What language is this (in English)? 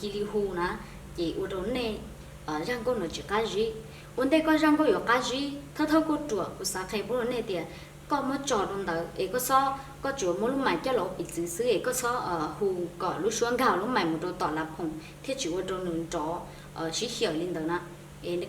Hmong